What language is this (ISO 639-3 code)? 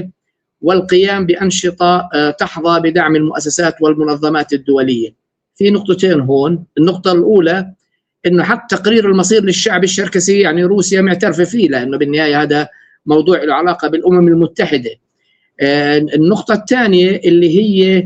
apc